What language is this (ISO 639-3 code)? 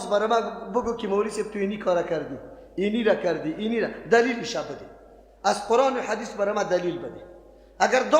fas